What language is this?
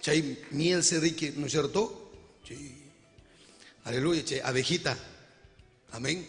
Ayacucho Quechua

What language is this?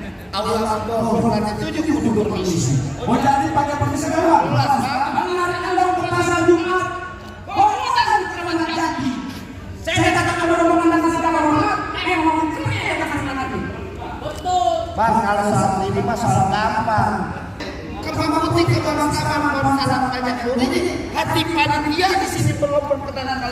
Betawi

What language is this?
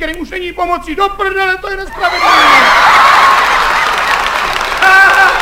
Czech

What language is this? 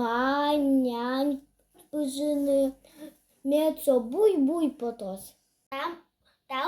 Udmurt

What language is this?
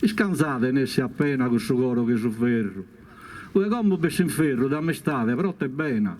Sardinian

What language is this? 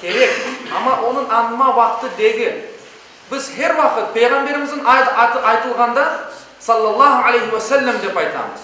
Crimean Tatar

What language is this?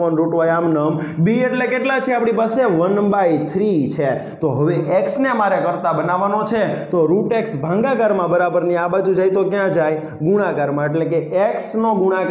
Gujarati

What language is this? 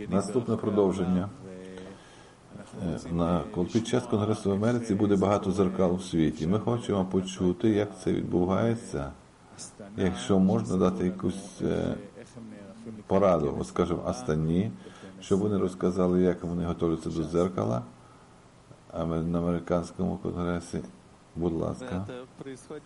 Ukrainian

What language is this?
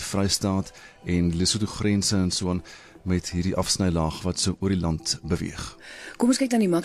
Afrikaans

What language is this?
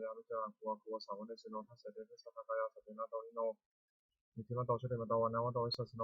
Pali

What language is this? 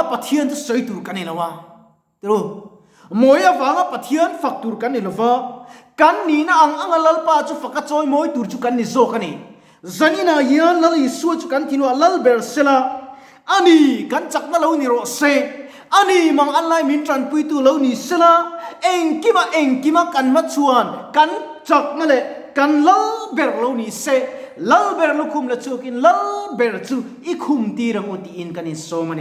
Mizo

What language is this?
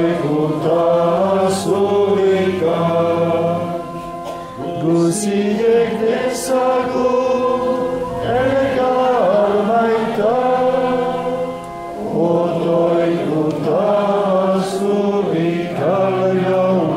Basque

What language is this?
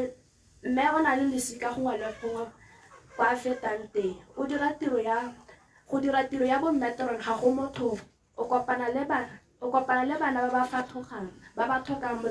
Tswana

